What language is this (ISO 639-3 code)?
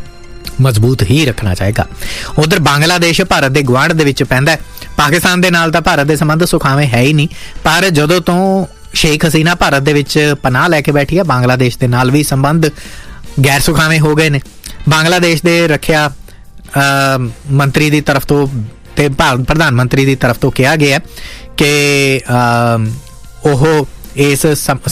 pan